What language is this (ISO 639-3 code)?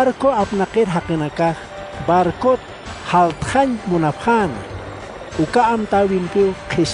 aym